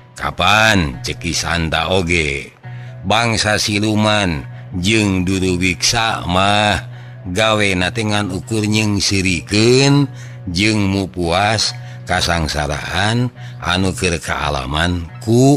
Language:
Sundanese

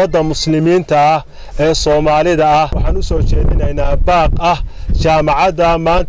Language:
Somali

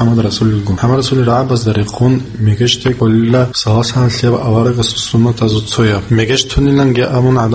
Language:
Avaric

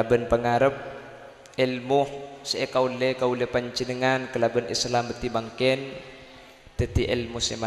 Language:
Madurese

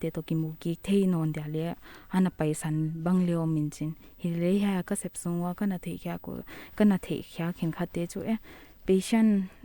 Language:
Paite Chin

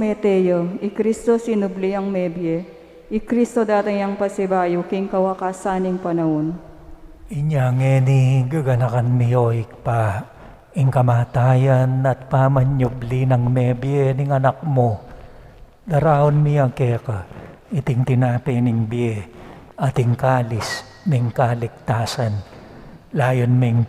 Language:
Pampanga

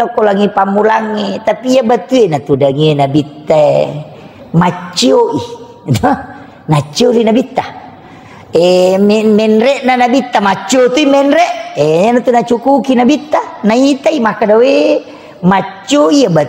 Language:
Buginese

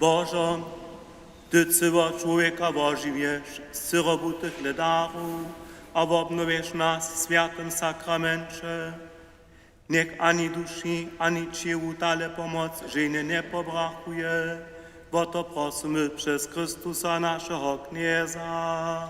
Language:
Upper Sorbian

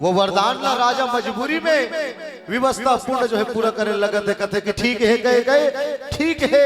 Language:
Chhattisgarhi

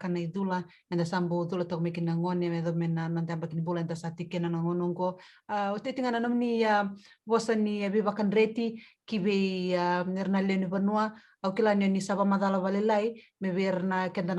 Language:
Fijian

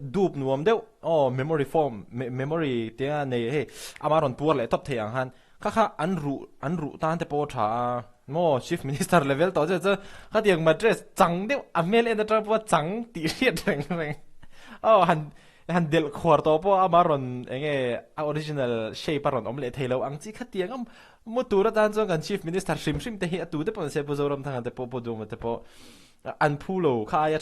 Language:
Mizo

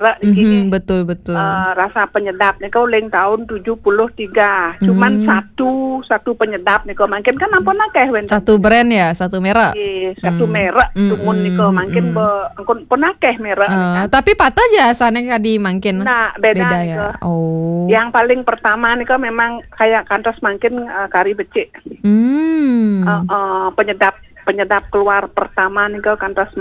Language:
Balinese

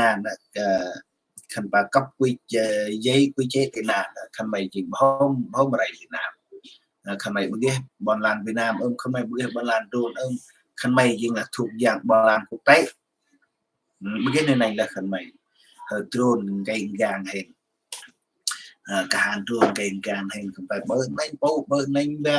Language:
Central Mnong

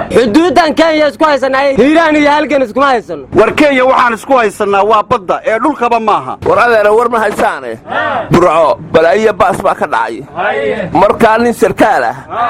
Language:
Somali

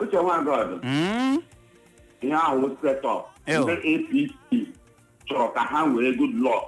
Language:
Igbo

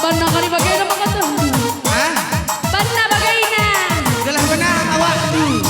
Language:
Batak Karo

